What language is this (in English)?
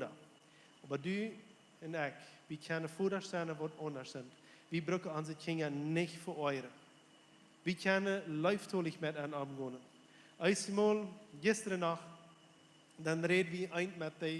Plautdietsch